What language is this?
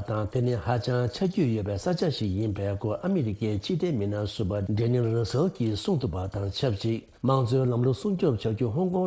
Tibetan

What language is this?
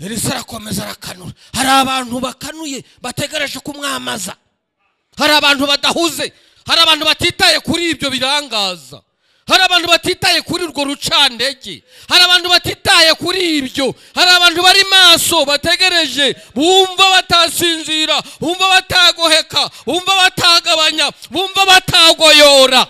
Kinyarwanda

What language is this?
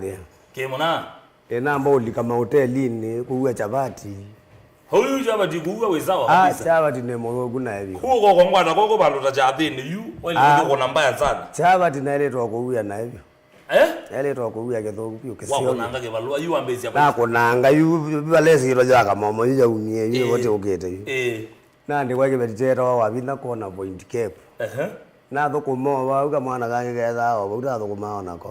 Kamba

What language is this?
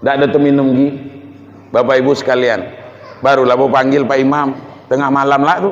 Minangkabau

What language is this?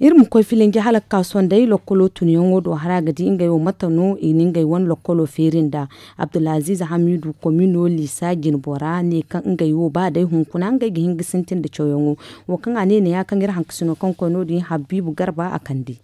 Zarma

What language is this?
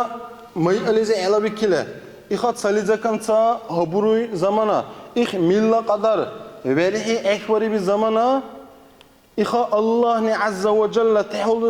Dargwa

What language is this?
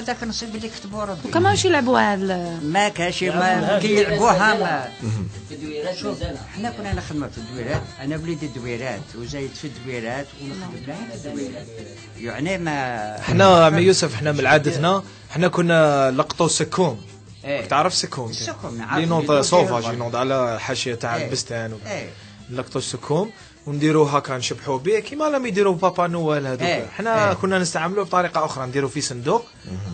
Algerian Arabic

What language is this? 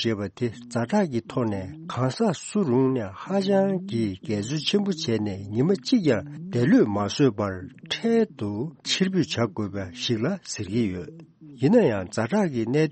Tibetan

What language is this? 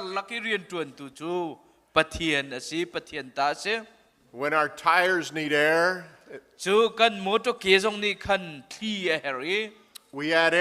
Hakha Chin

